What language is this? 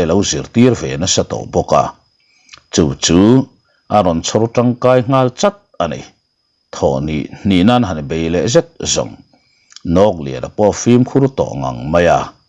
Mizo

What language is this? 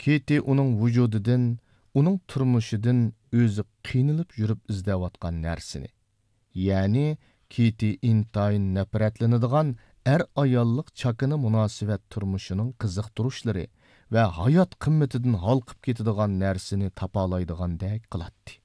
Uyghur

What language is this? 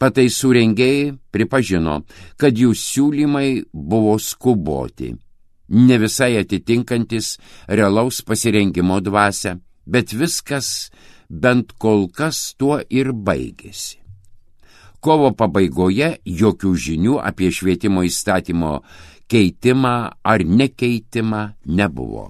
Lithuanian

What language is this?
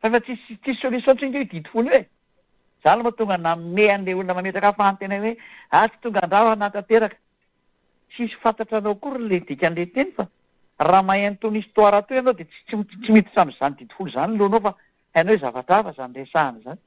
Malagasy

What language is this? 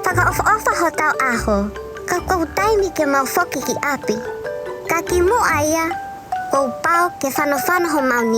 Tongan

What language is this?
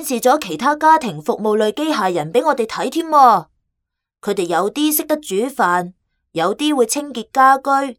Cantonese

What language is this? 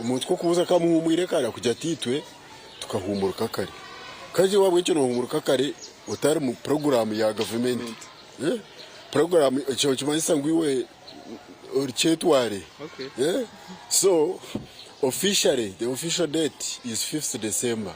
Nyankole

